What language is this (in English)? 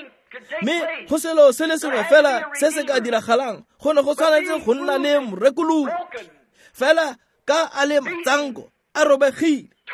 Tswana